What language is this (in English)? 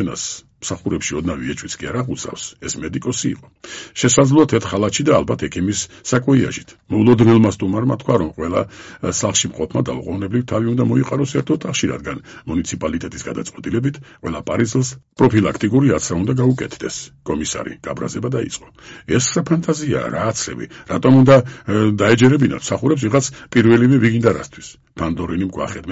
Georgian